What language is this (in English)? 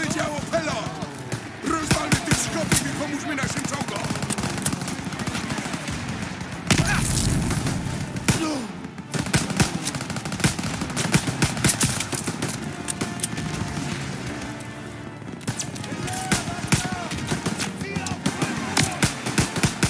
Polish